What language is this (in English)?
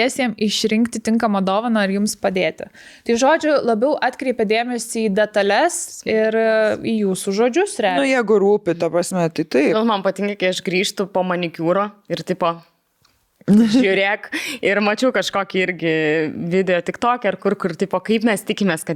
Lithuanian